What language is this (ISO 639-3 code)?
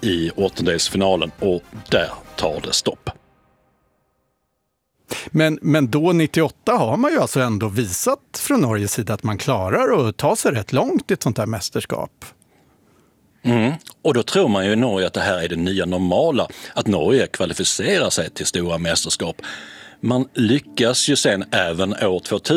swe